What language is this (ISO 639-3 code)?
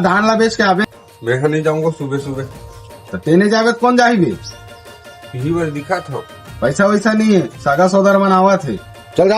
hne